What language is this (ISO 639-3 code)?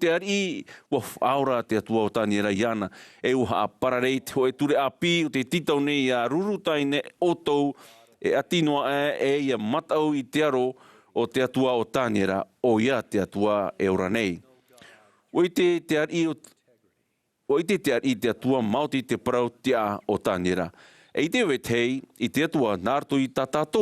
tah